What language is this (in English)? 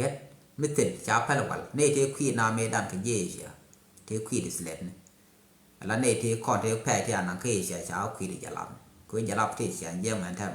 Nuer